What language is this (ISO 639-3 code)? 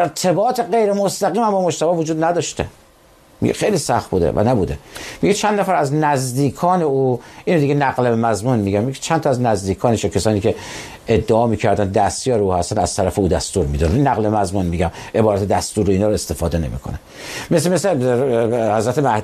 fas